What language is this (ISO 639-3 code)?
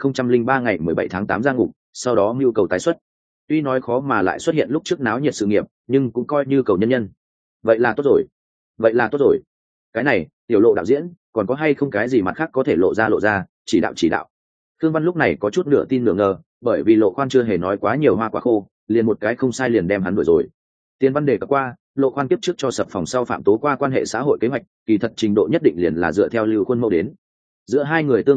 vie